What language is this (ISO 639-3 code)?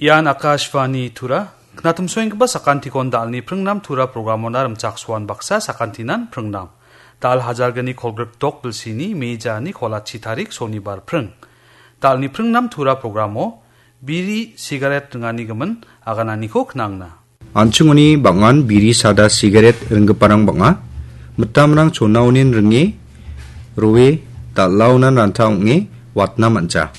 grt